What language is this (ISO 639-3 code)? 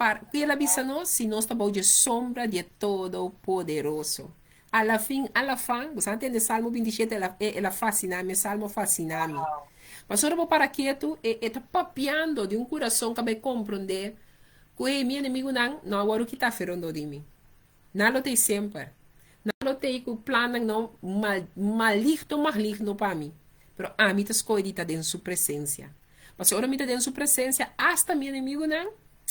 pap